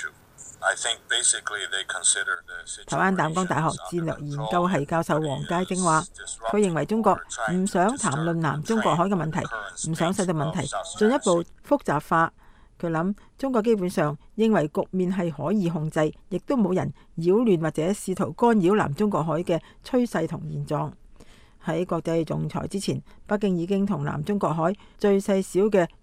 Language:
Cantonese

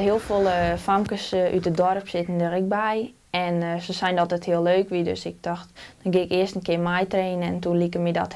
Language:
Western Frisian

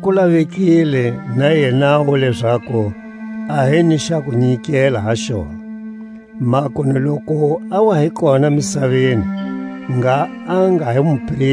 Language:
Tswa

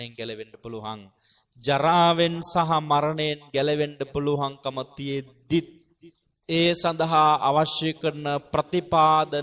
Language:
Sinhala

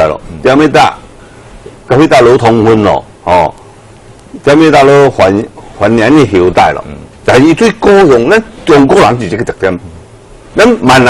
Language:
Min Nan Chinese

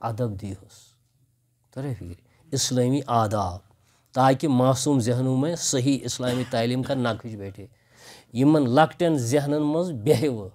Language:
Kashmiri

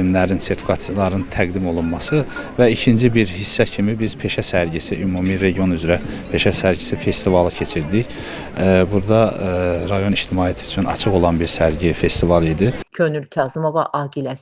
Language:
Azerbaijani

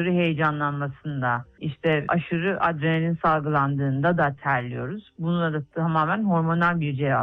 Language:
Turkish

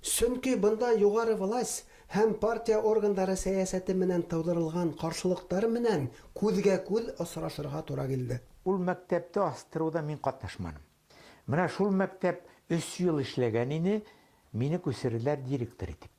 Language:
Bashkir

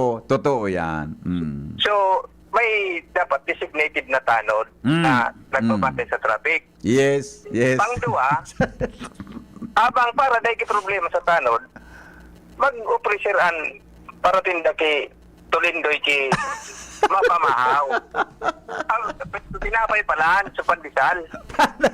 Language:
Bikol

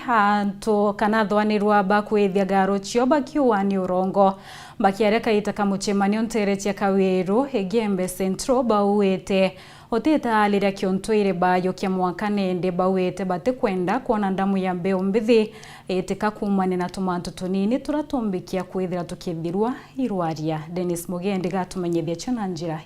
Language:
Meru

